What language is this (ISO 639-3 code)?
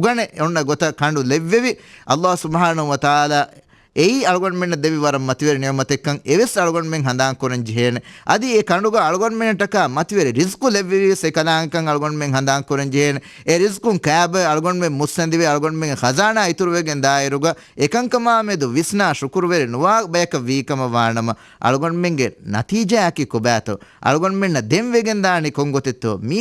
div